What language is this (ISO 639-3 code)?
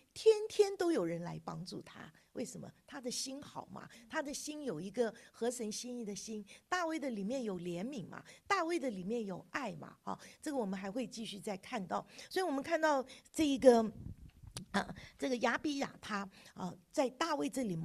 zho